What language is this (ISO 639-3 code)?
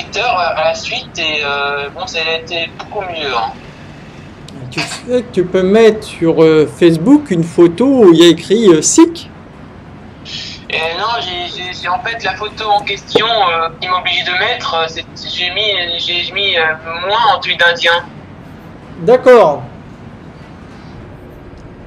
fra